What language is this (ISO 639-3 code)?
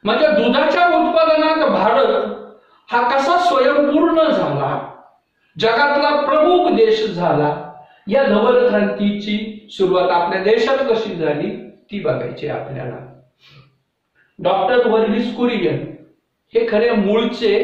mar